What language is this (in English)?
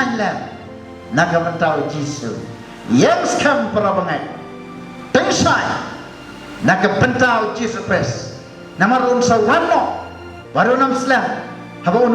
Khasi